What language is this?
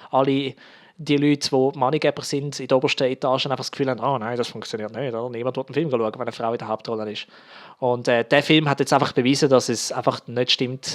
Swiss German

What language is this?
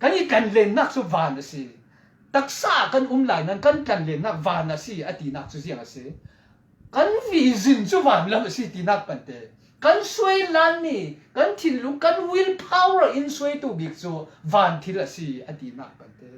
Falam Chin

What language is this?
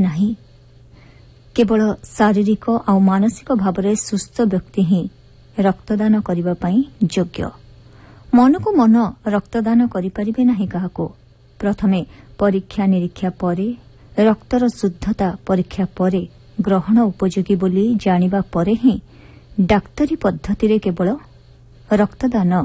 Odia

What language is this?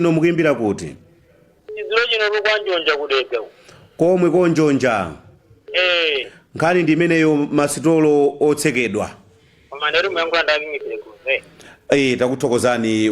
Nyanja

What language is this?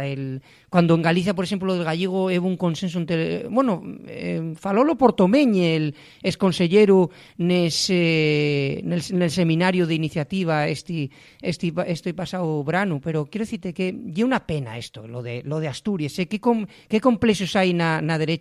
Asturian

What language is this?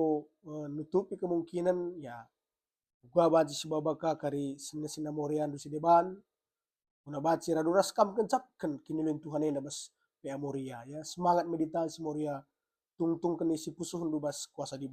Batak Karo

